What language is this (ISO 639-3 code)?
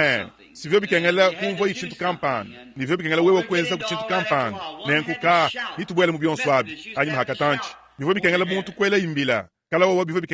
lua